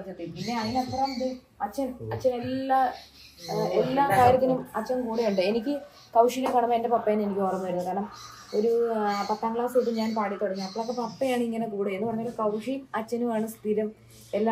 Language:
Malayalam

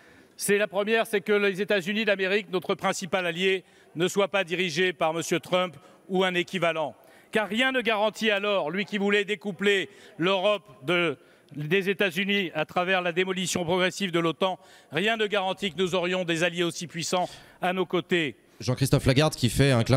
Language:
French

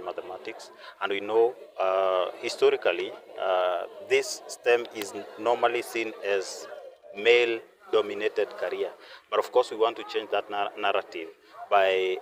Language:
Gusii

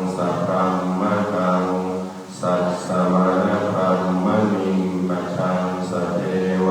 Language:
Pali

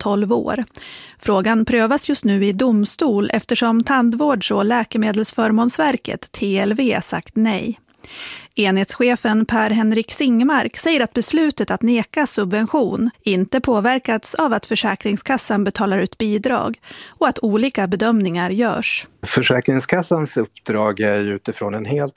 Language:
Swedish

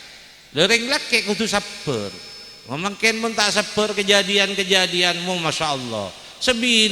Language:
Madurese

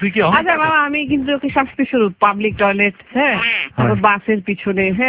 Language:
Bangla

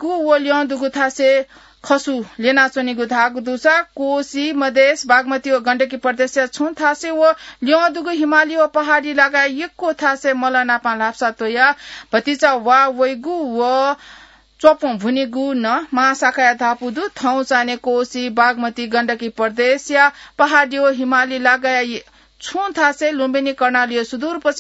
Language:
Newari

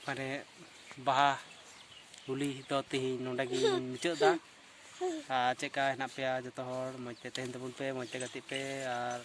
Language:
Santali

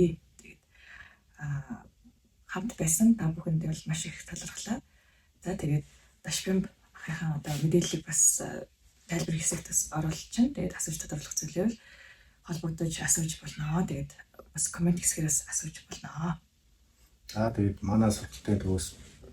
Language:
Mongolian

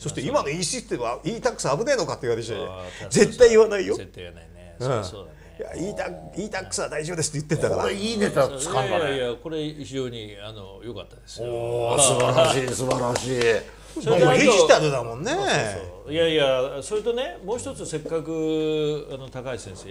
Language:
Japanese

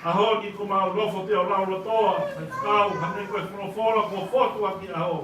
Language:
Tongan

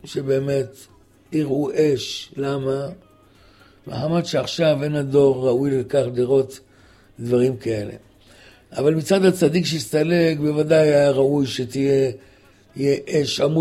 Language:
Hebrew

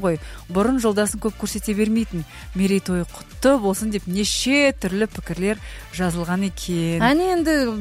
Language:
Kazakh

